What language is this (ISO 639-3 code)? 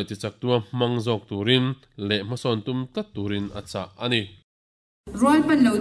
lus